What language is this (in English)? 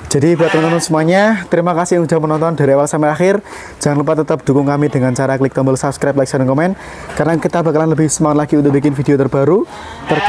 Indonesian